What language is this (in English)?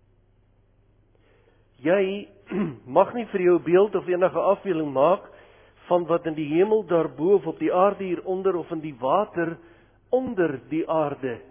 Afrikaans